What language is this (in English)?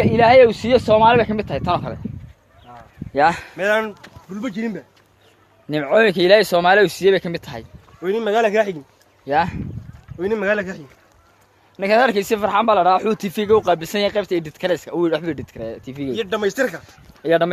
Somali